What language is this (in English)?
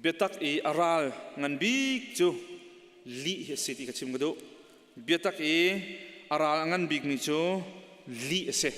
Hakha Chin